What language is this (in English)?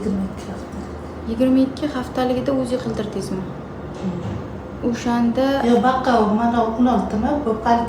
Uzbek